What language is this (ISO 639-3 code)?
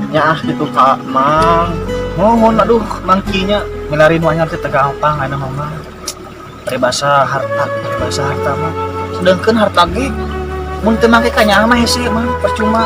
sun